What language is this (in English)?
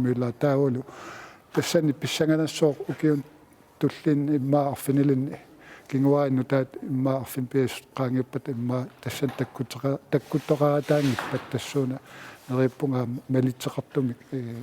Kalaallisut